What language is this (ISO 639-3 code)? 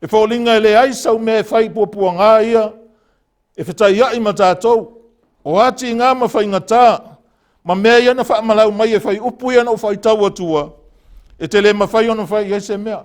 smo